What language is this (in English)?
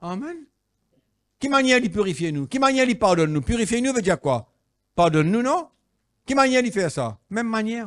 Morisyen